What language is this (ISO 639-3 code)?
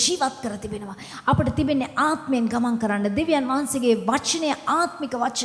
sin